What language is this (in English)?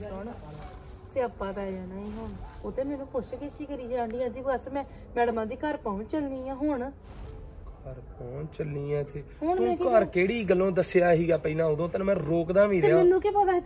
Punjabi